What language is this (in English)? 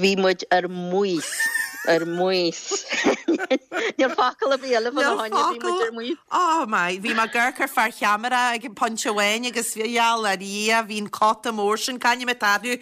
Irish